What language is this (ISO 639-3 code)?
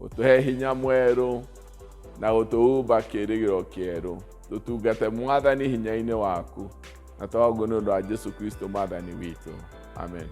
kik